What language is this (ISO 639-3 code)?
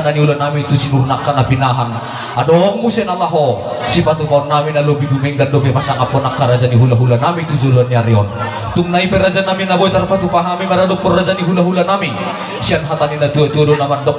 bbc